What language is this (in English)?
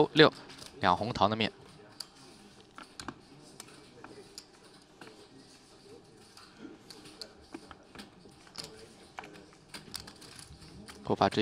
Chinese